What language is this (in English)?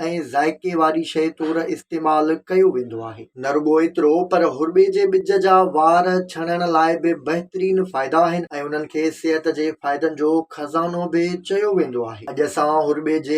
Sindhi